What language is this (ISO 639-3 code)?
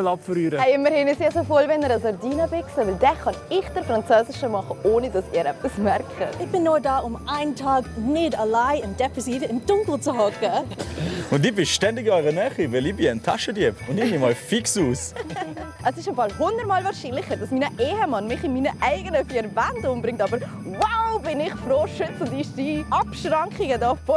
gsw